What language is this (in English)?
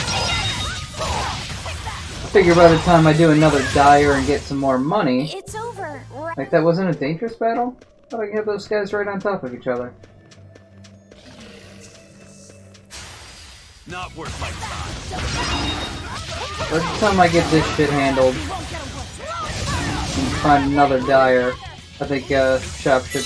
English